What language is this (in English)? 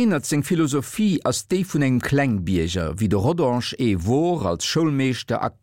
Luxembourgish